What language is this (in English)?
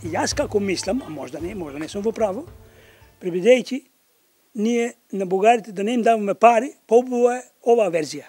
Macedonian